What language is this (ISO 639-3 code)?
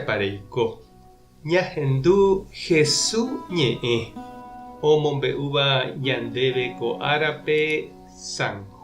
grn